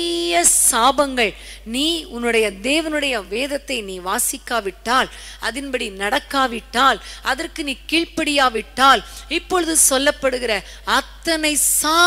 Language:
Tamil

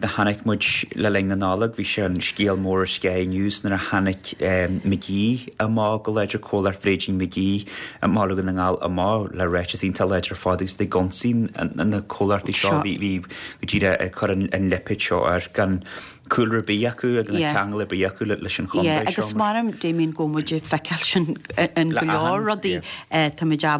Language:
Irish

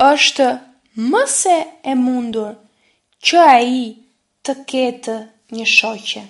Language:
Albanian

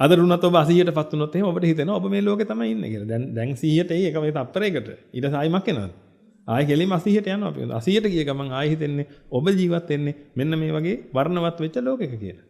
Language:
Sinhala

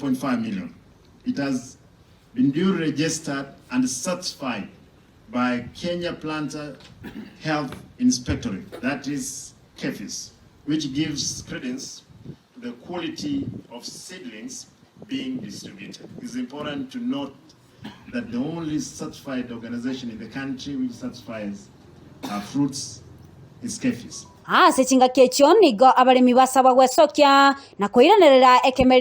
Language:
Gusii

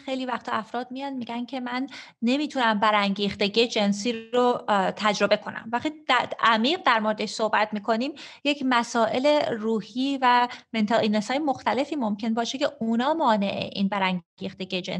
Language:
Persian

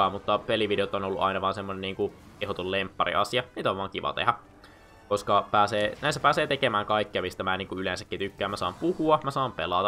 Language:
Finnish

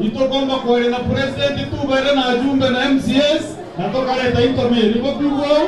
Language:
Meru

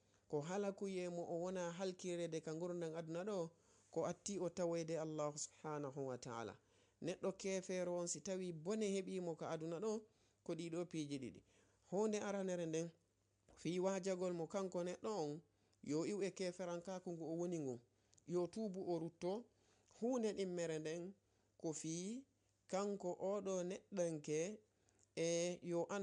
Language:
Fula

